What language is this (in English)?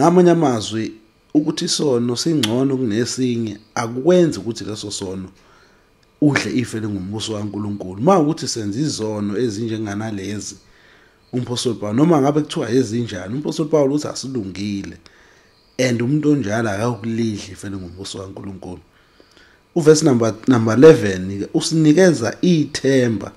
Zulu